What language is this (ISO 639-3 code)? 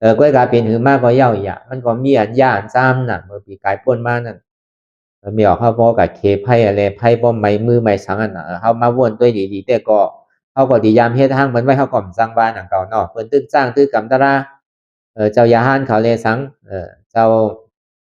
shn